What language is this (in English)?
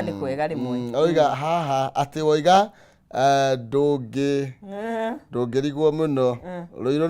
Kikuyu